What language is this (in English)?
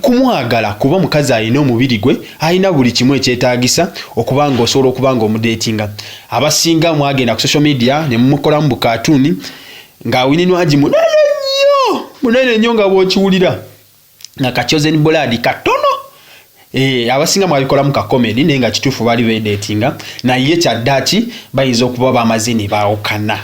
Ganda